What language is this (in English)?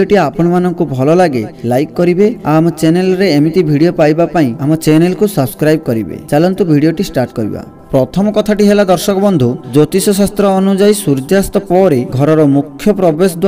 Odia